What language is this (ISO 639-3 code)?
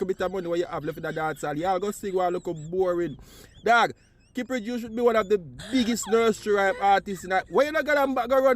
jam